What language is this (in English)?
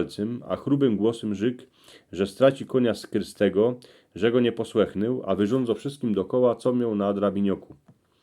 Silesian